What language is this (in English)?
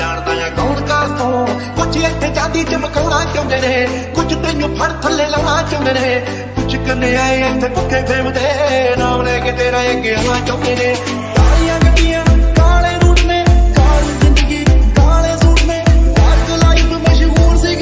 Punjabi